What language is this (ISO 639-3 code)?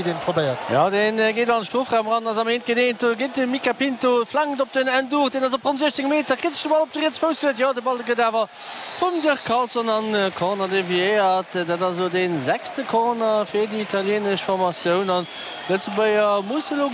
ltz